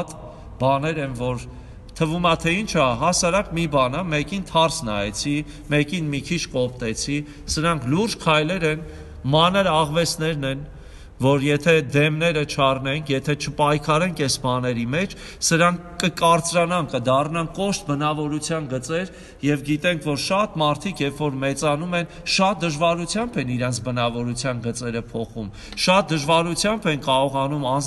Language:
Armenian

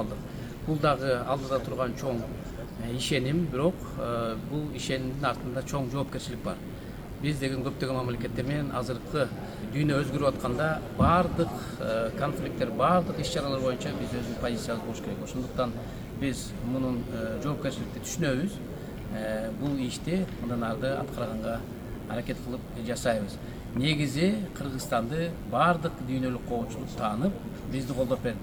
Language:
Kyrgyz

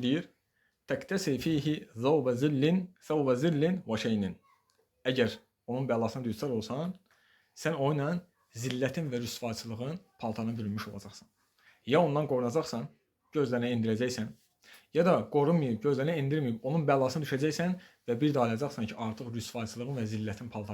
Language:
Azerbaijani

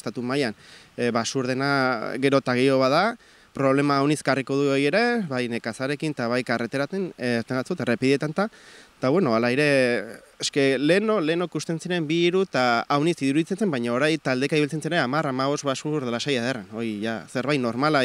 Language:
Basque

